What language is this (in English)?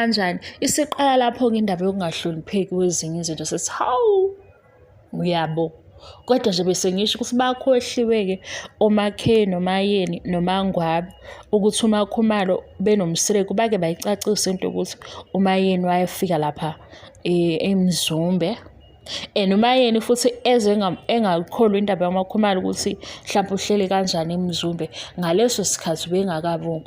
Zulu